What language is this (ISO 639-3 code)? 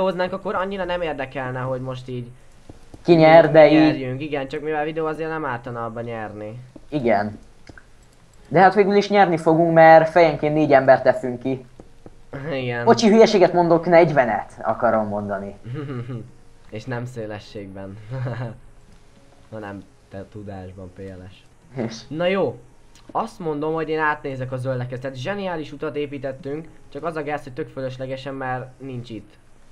hun